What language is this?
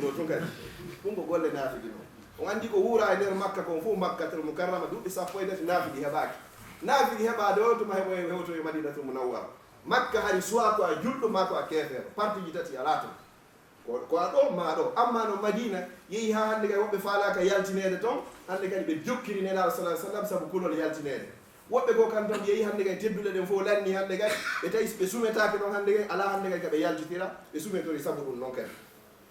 Fula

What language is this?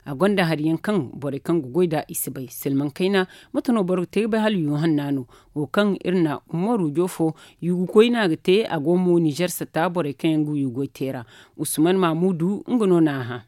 Zarma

